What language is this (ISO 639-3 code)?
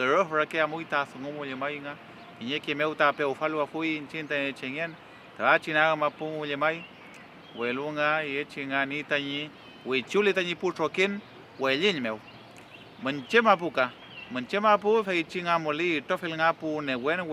arn